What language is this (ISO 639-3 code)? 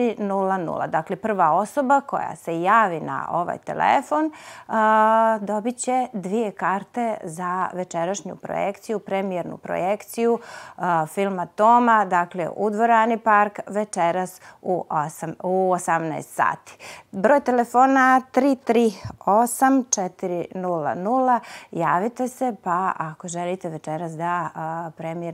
bos